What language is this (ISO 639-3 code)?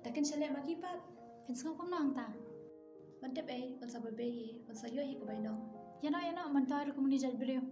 kha